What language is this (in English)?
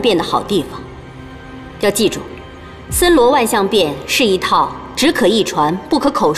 Chinese